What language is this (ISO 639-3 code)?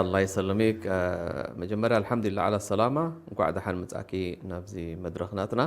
tir